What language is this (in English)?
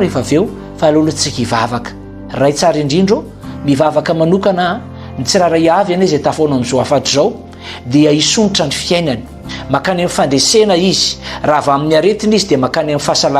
Malagasy